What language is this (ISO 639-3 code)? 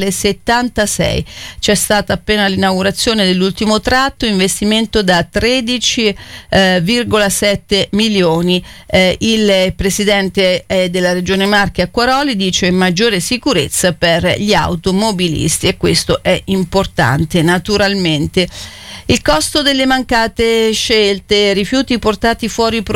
ita